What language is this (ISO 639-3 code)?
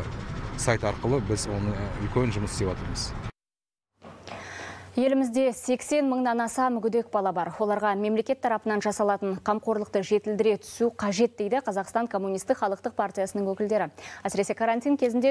kaz